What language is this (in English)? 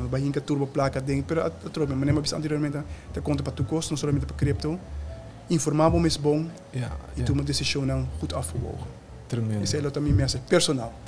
Papiamento